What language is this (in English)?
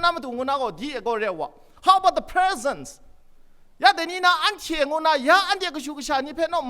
Kachin